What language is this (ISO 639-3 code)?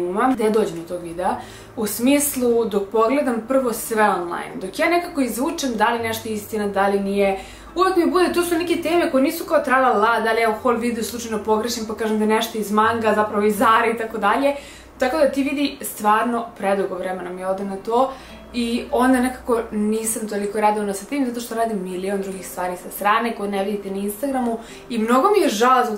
srp